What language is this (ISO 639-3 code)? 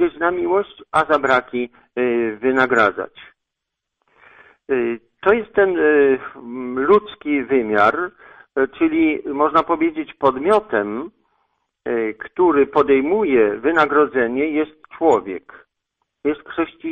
pol